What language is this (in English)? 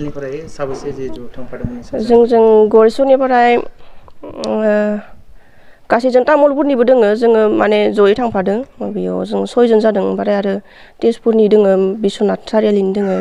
Bodo